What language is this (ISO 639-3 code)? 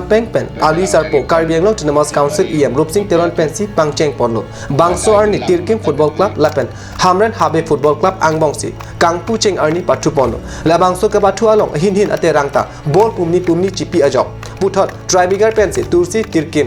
mjw